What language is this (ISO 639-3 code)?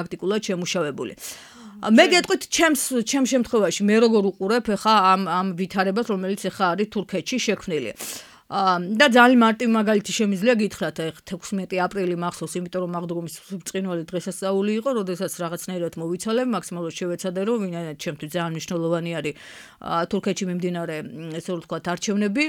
kat